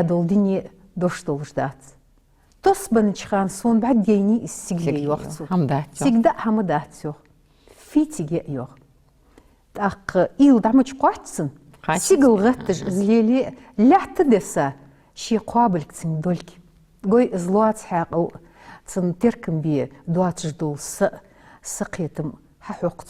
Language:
Ingush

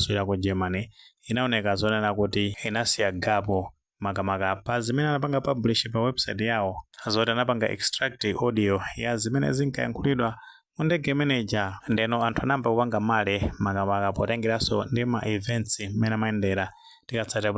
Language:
Nyanja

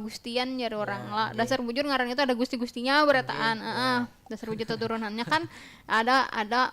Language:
Banjar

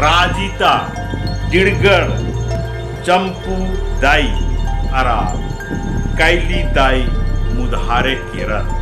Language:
Kurukh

